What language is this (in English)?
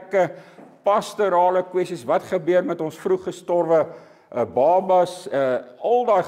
Afrikaans